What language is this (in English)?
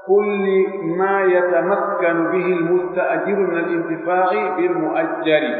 Pular